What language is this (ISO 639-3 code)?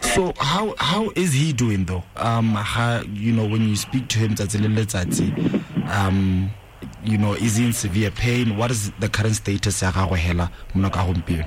tsn